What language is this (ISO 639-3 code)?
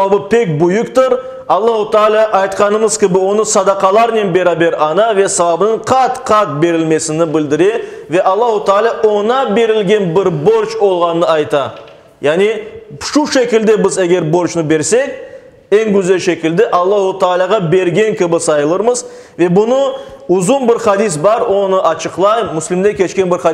crh